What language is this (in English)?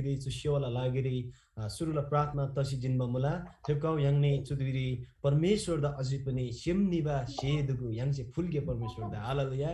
Eastern Tamang